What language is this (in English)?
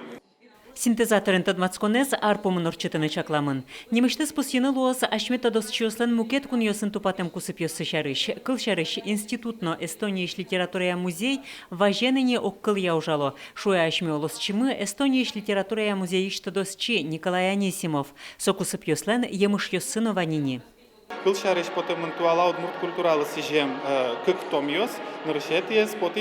Udmurt